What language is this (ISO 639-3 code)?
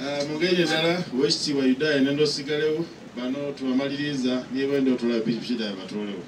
xog